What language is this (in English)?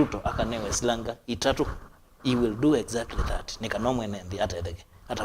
Kamba